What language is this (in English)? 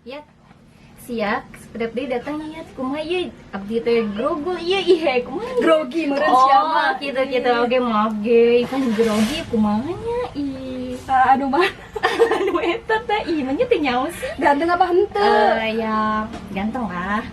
Sundanese